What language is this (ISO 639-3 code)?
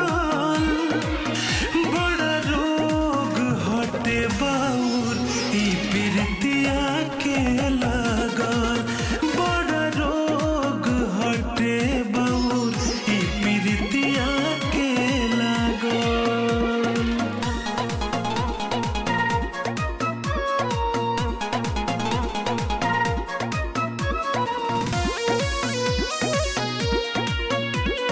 bho